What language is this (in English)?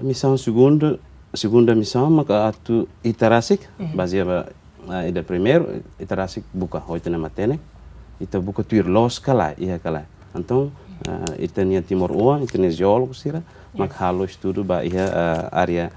Tetum